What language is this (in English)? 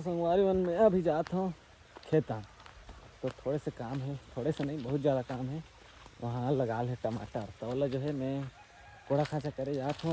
Chhattisgarhi